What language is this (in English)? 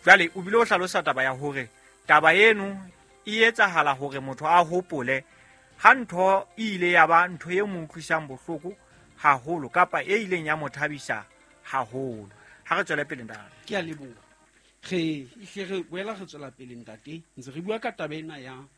Southern Sotho